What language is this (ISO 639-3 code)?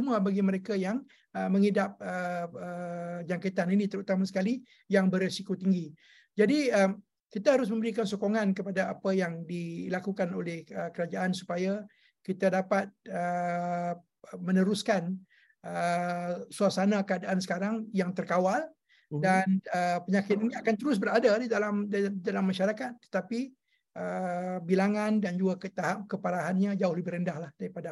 msa